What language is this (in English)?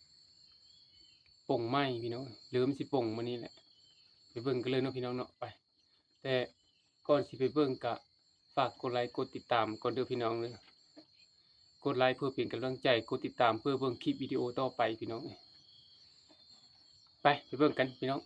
Lao